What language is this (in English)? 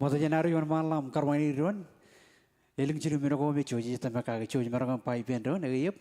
Marshallese